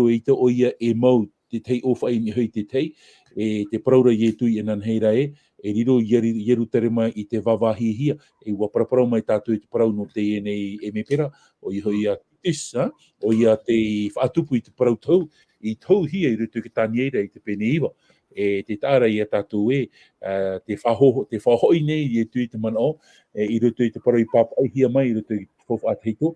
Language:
Tahitian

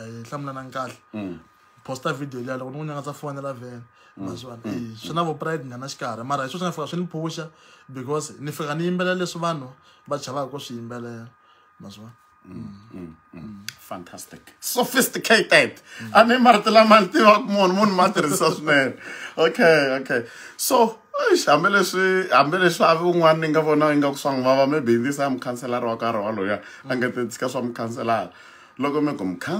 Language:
Tsonga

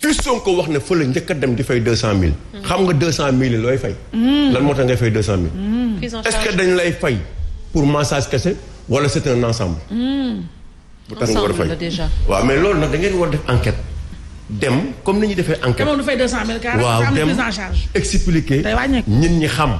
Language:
Wolof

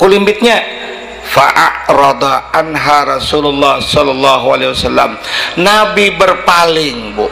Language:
Banjar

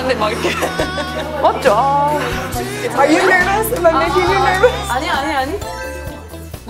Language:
Korean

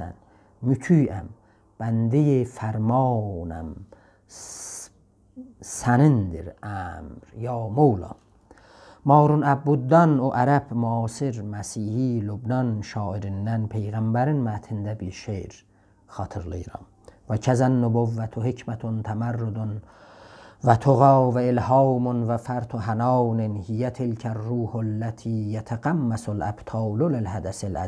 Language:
South Azerbaijani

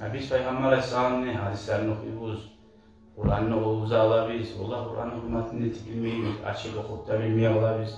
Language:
Kumyk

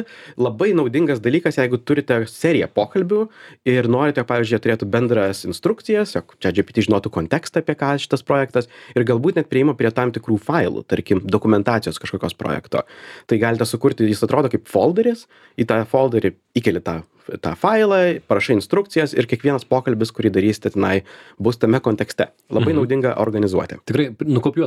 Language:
Lithuanian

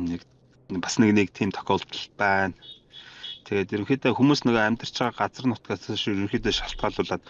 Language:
Mongolian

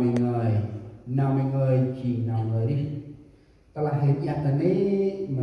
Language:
Central Mnong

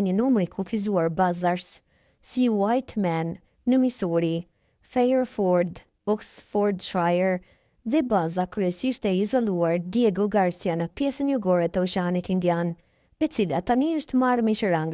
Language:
Albanian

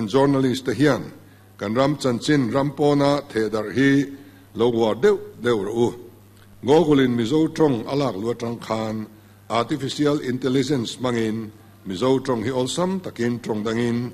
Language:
Mizo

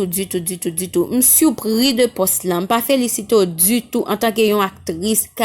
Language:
Haitian Creole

